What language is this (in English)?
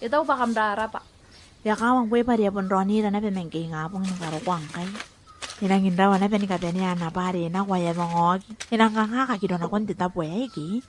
Gilbertese